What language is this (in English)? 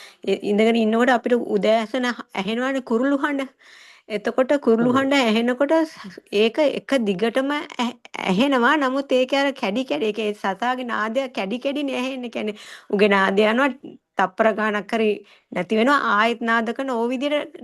Sinhala